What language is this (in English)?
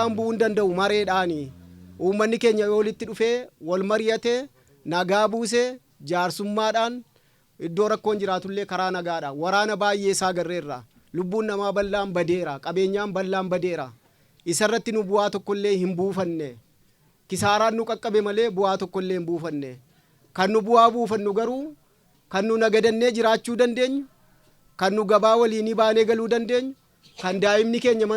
Oromo